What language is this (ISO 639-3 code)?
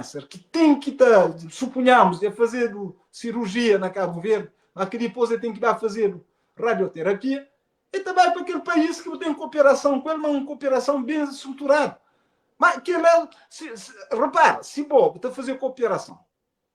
kea